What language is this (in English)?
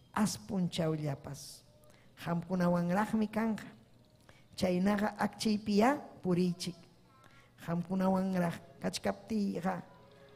Ayacucho Quechua